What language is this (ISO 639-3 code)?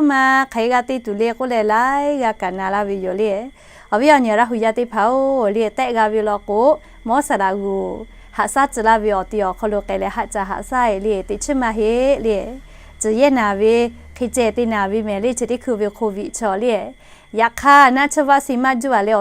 lhu